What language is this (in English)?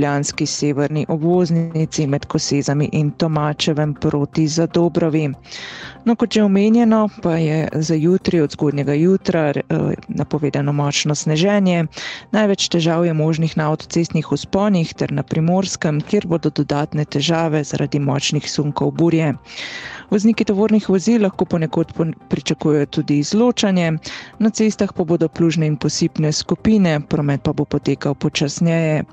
Slovenian